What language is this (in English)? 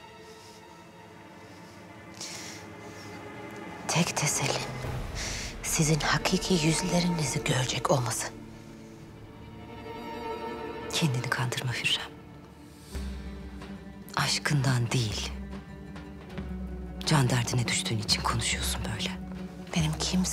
Turkish